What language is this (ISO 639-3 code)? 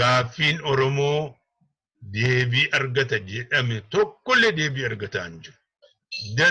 orm